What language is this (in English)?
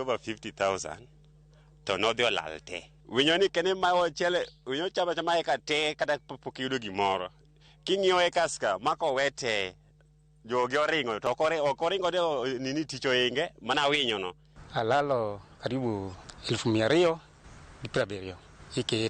Luo (Kenya and Tanzania)